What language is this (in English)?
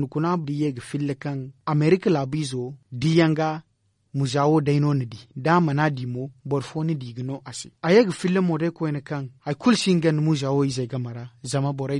Zarma